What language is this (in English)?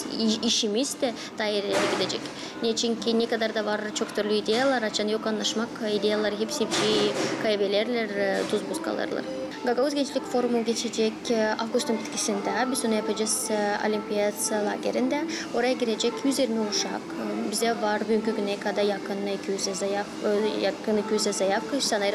Gagauz